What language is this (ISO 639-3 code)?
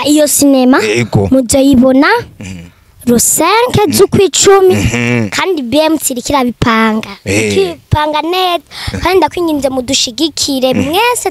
run